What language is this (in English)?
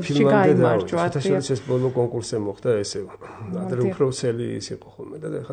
Georgian